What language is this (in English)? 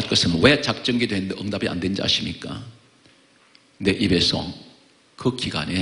Korean